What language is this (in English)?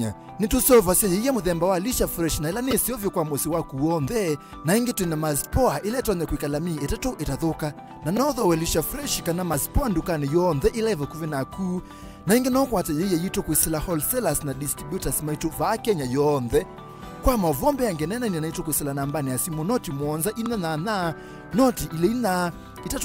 Kamba